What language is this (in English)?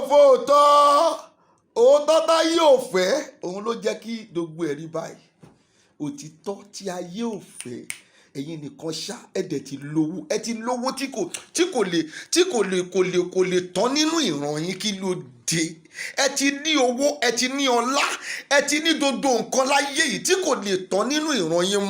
Yoruba